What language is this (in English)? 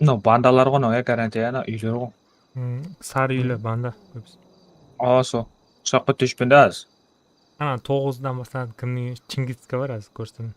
Kara-Kalpak